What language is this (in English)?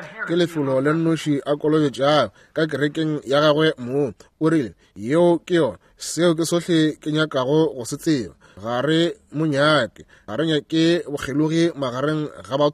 Northern Sotho